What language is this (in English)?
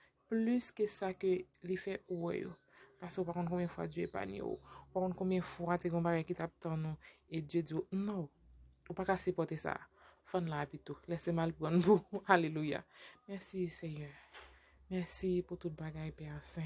Haitian Creole